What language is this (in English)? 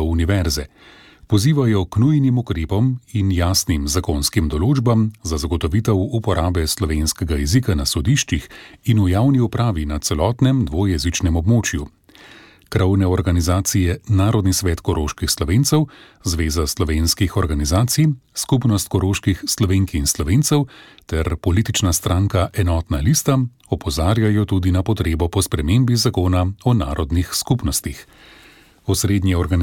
Slovenian